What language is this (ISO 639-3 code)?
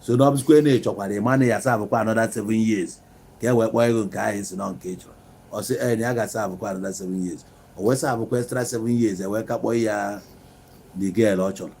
ibo